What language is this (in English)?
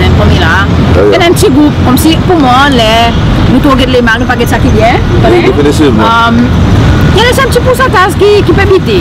Seselwa Creole French